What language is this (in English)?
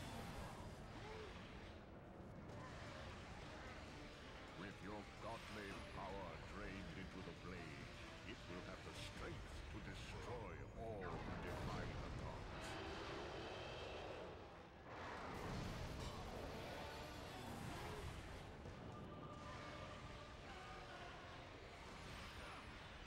English